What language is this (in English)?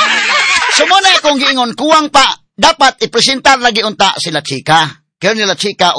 Cebuano